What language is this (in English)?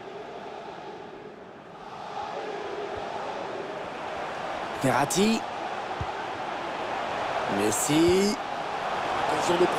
French